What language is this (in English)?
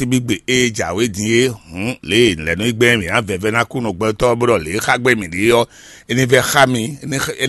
Fon